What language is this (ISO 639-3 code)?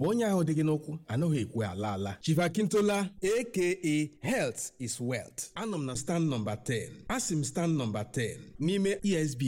pcm